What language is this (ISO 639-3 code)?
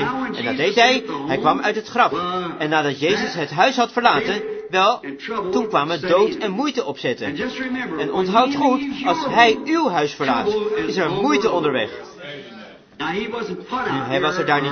nld